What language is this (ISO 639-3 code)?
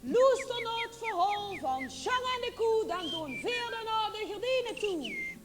lim